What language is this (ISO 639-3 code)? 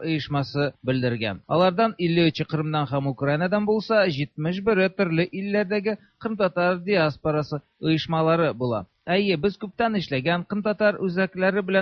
tat